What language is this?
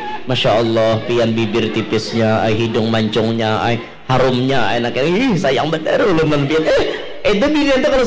Banjar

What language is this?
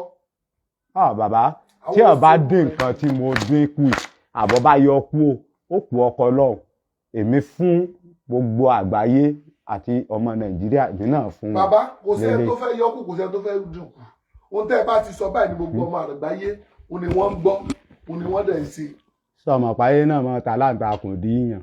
Yoruba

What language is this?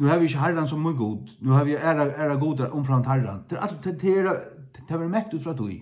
Faroese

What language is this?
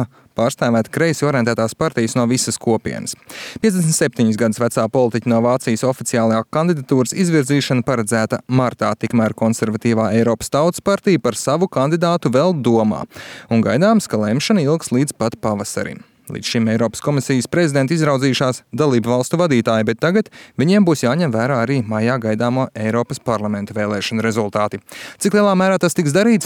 Latvian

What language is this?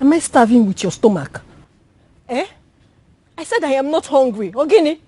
Nigerian Pidgin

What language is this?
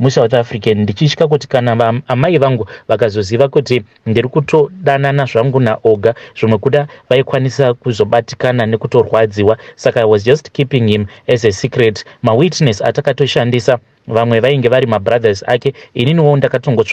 Shona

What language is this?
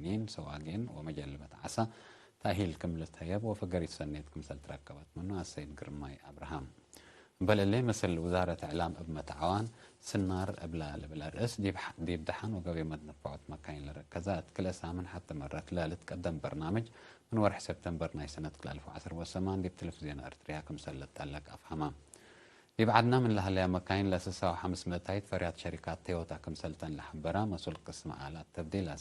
Tigre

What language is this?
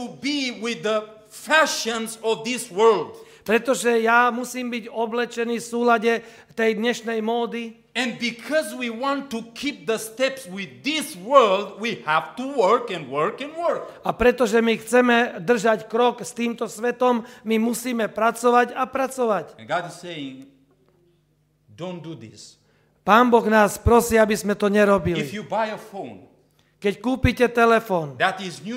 Slovak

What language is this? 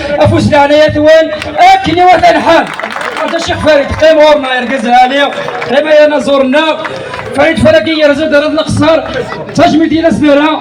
Kabyle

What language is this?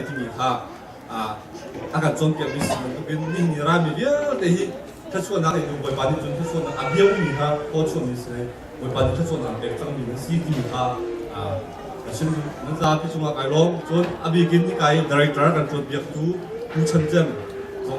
Hakha Chin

